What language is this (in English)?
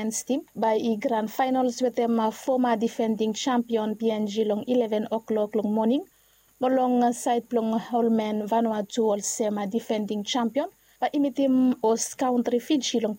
Bislama